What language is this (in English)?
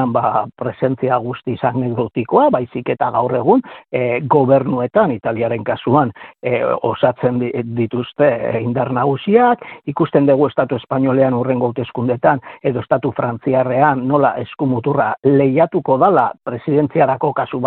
Basque